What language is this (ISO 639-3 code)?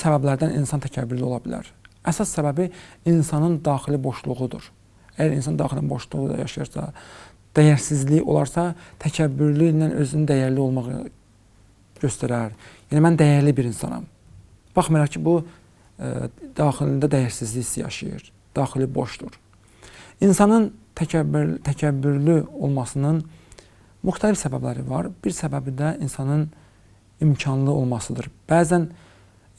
aze